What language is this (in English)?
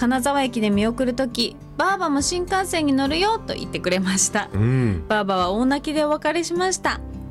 Japanese